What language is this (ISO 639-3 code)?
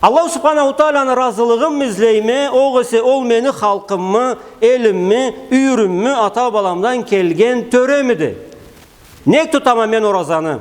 krc